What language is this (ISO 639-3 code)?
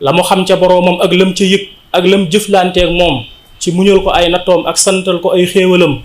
wol